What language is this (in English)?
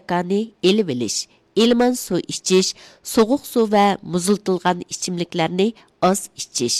Uyghur